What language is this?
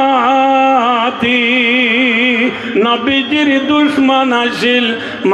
Rohingya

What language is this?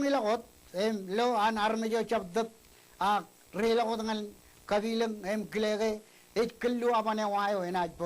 Marshallese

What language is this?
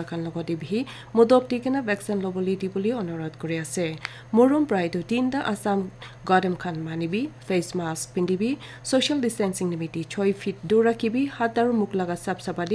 Naga Pidgin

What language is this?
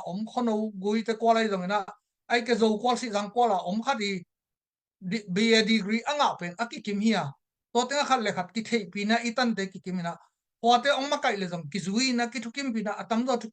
Tedim Chin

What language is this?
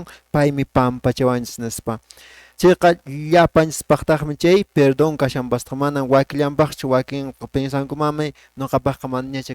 Quechua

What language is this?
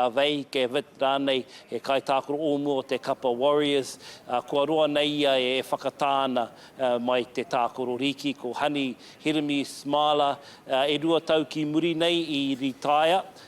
Māori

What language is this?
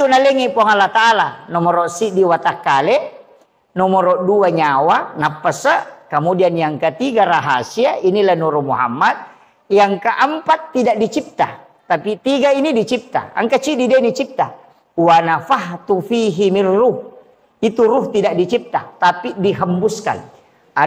Buginese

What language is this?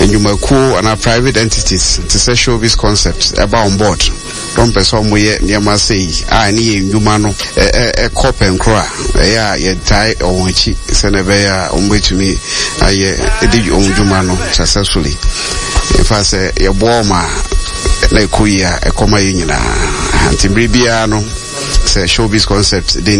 Akan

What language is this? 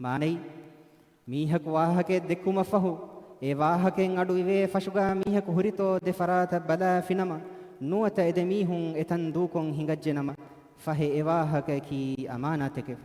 Divehi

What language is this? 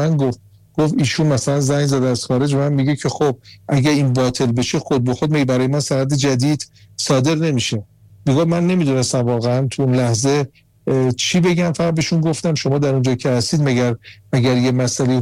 Persian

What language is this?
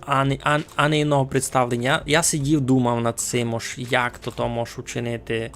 Rusyn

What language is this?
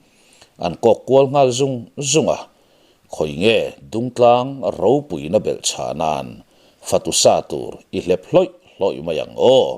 Mizo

